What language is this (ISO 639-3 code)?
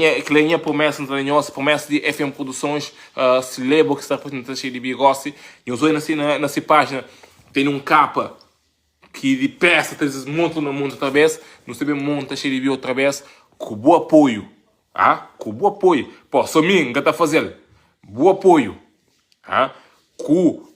kea